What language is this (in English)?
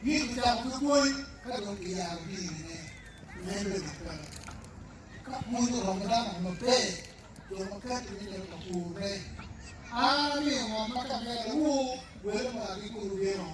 Acoli